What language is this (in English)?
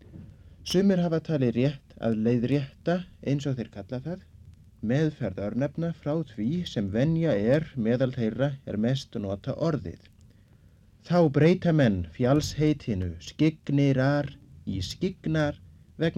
Icelandic